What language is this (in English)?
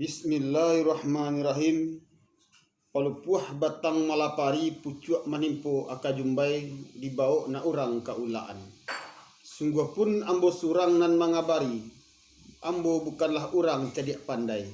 Minangkabau